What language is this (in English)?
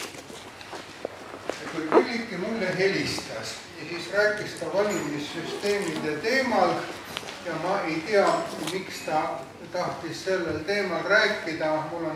Estonian